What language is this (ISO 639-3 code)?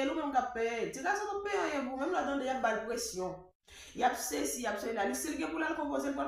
hat